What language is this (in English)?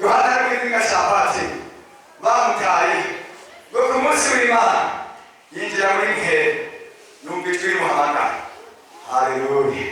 Rundi